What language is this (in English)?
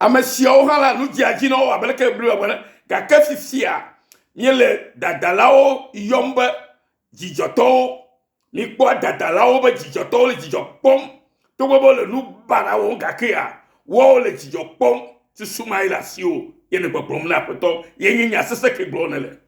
Ewe